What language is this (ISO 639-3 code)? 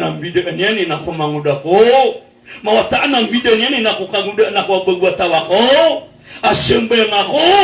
mrw